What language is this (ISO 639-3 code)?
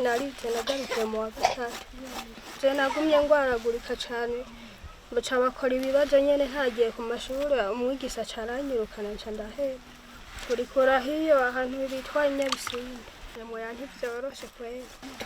run